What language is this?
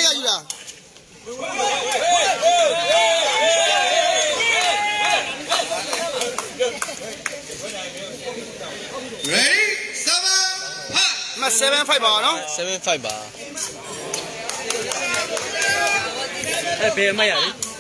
Burmese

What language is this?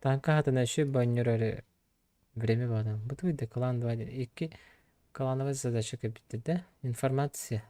Yakut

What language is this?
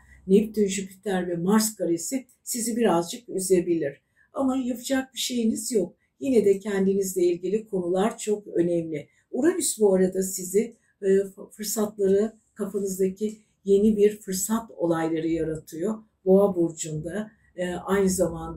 Turkish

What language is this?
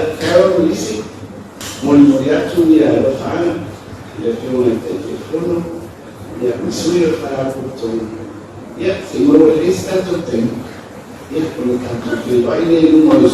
Samoan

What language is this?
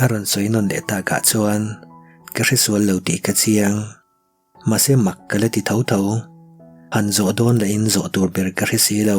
Mizo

